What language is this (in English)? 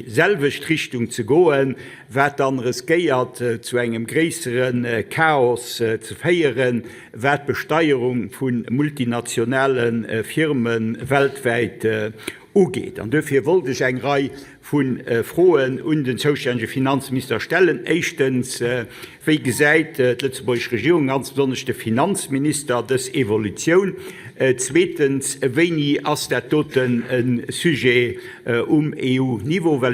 Luxembourgish